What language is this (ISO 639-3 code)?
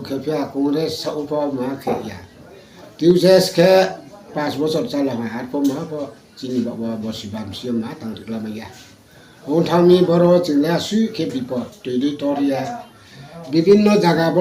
ria